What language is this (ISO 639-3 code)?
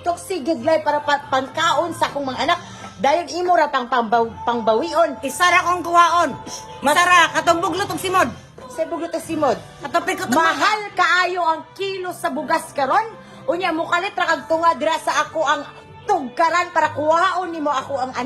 ceb